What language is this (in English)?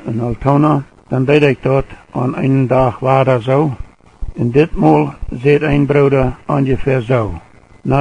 Plautdietsch